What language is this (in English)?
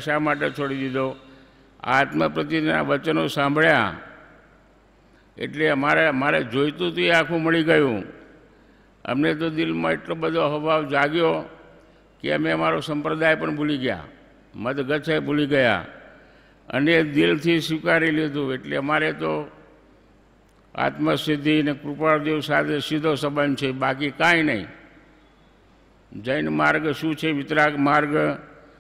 Gujarati